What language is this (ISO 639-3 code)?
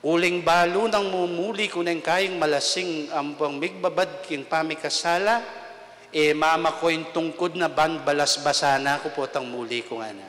pam